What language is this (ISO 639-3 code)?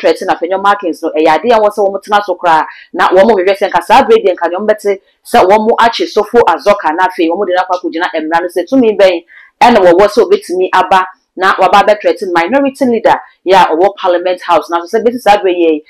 aka